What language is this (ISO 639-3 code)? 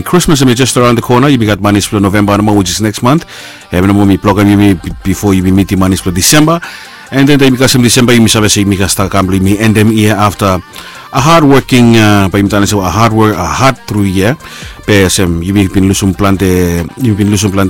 bis